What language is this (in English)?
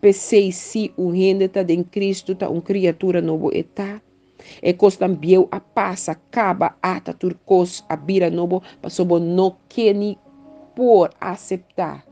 Papiamento